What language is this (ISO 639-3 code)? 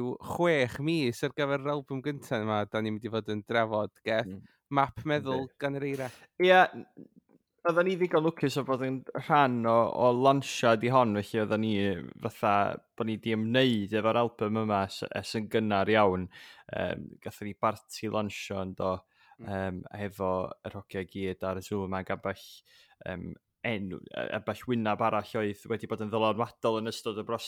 cym